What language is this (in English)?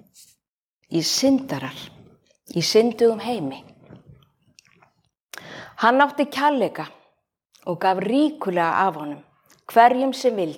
Icelandic